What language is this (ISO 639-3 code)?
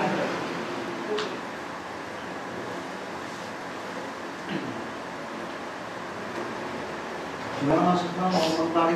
ind